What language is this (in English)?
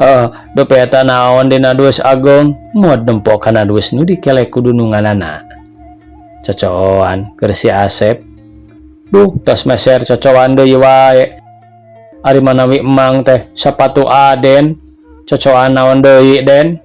Sundanese